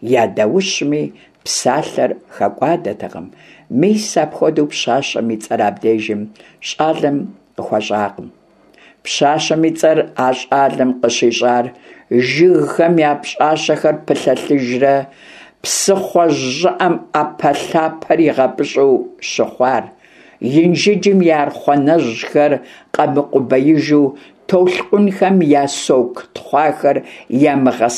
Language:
Kabardian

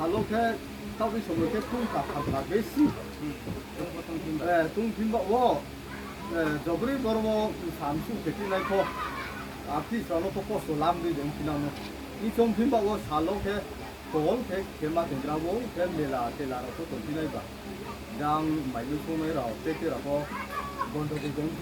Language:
Riang (India)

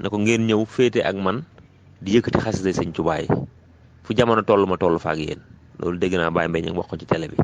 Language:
Wolof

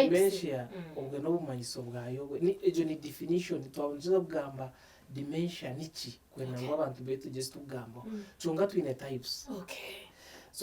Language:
Nyankole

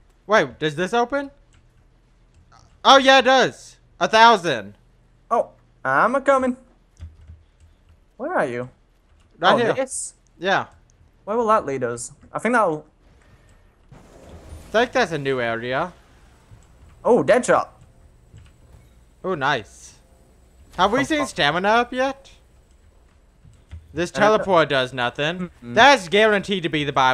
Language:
English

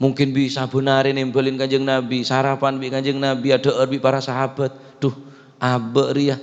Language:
Madurese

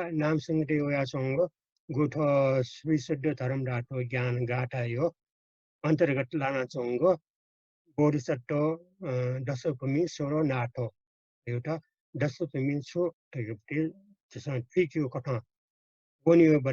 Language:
Newari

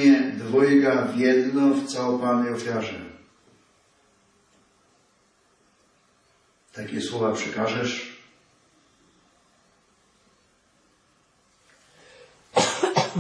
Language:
Polish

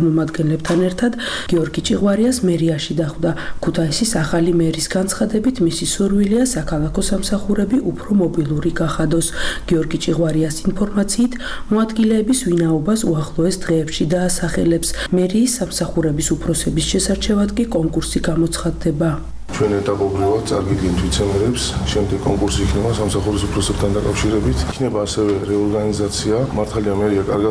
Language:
Georgian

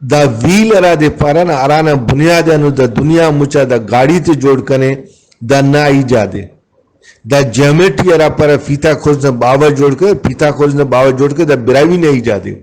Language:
Brahui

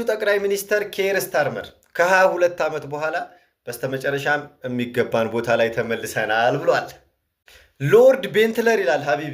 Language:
Amharic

